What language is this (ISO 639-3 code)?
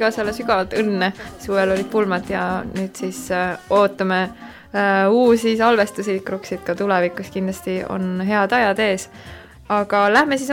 est